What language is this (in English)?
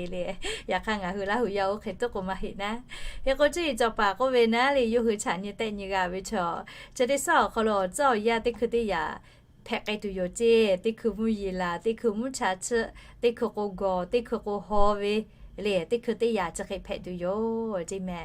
Lahu